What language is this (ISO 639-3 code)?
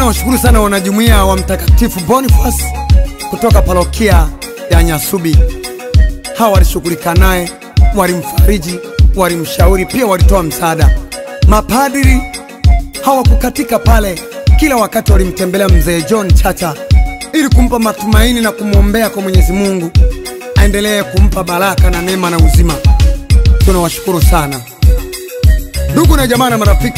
swa